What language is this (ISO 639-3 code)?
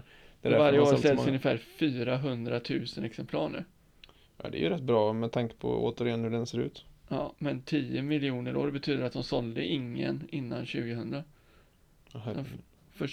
swe